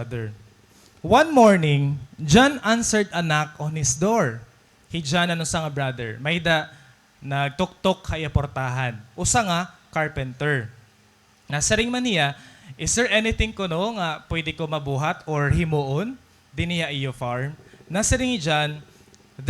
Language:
Waray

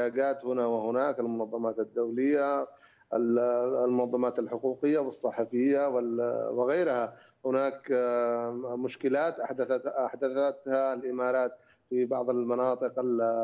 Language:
Arabic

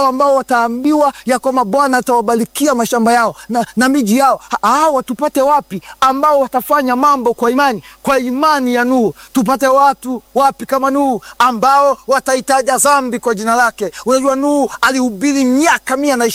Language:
Swahili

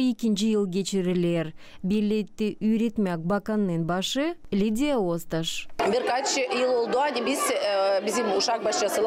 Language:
Gagauz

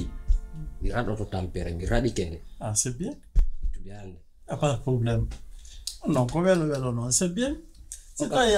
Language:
Pular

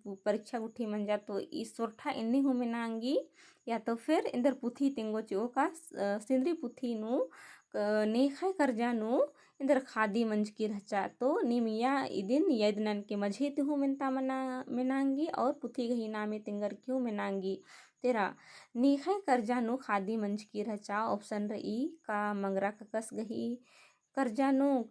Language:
Kurukh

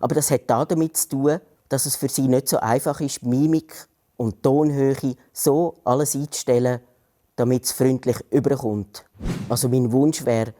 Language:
Swiss German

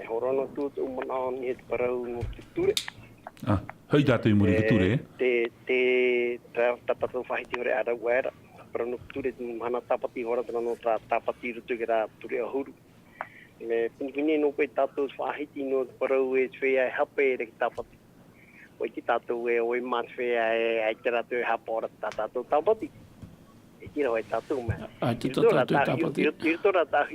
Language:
Tahitian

